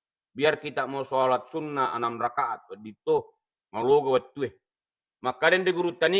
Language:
Buginese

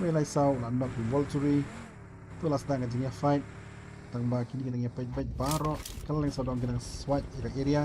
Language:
Khasi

